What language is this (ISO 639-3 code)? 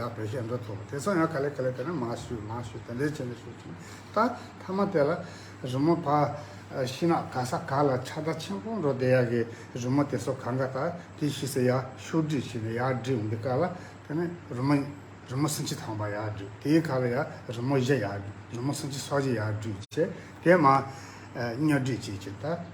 bod